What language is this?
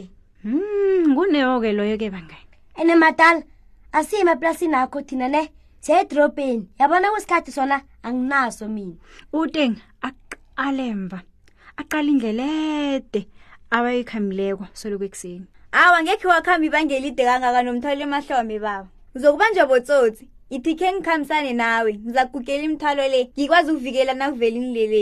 South Ndebele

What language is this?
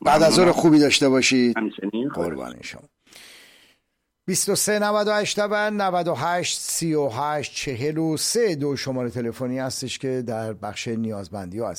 Persian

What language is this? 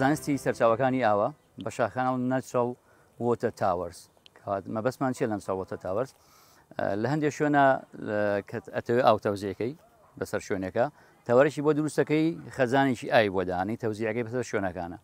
Central Kurdish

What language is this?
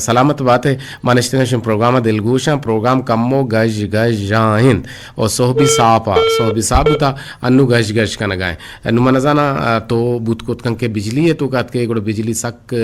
Eastern Balochi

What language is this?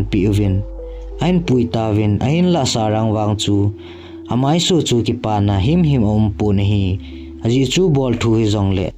Thado Chin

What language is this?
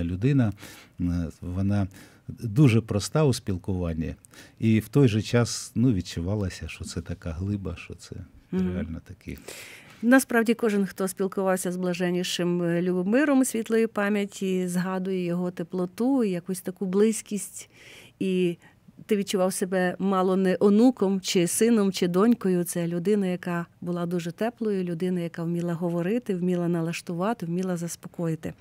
Ukrainian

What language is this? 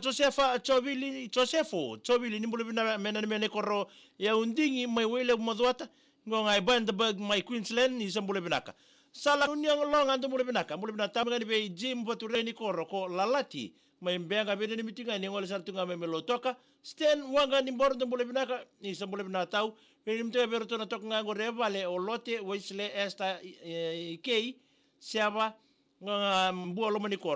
Fijian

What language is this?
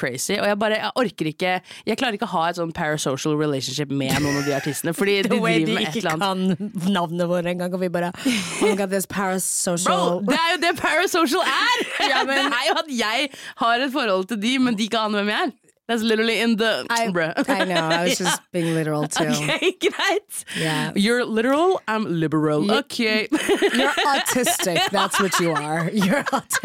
Norwegian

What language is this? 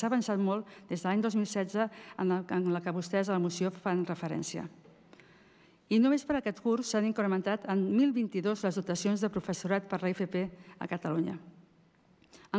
Catalan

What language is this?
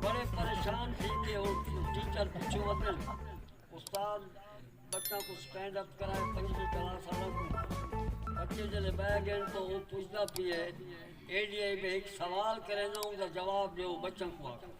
Saraiki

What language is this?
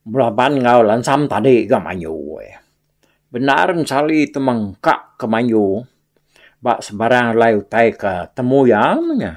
Iban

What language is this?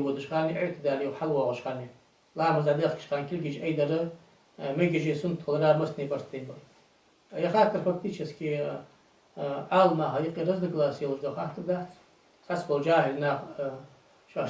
Ingush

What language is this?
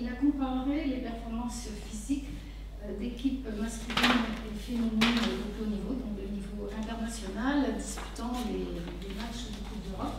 French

